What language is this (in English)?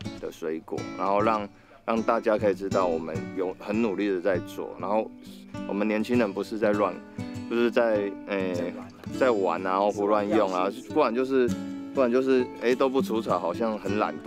Chinese